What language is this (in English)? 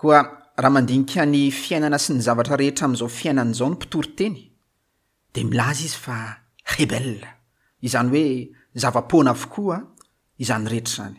Malagasy